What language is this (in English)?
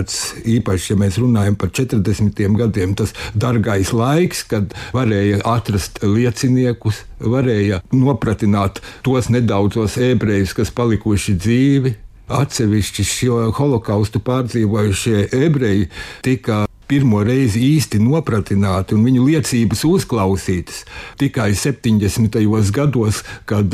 Latvian